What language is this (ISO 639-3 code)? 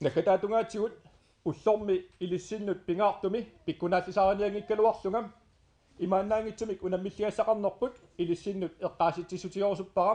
kal